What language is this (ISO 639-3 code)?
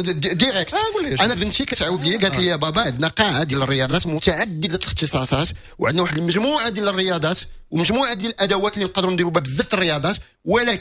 ary